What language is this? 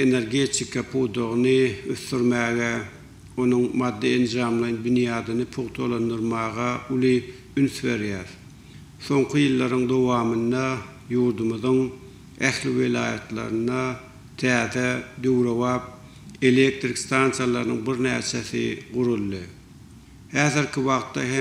Turkmen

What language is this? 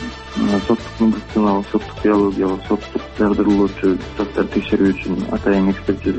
Kyrgyz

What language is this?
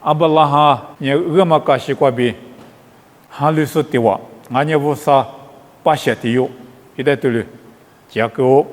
Lisu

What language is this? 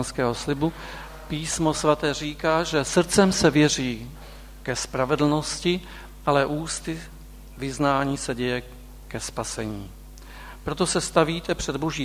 Czech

